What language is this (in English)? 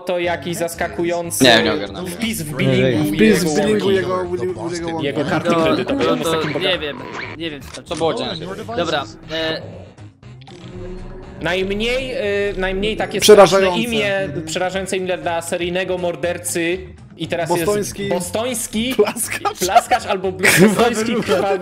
Polish